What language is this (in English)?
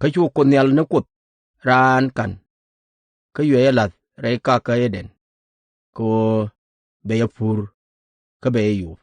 Nuer